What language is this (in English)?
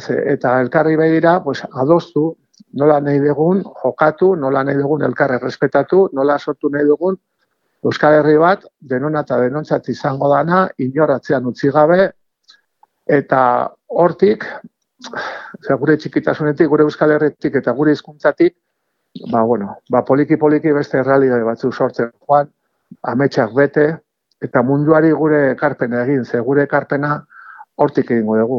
Basque